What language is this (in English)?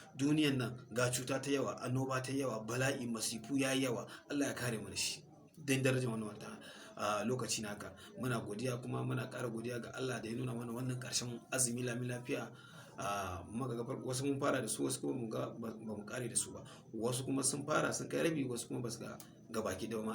Hausa